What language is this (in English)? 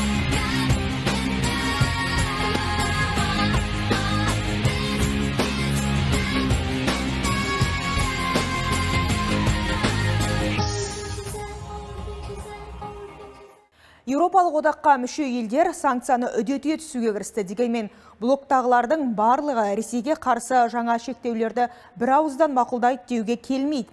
Kazakh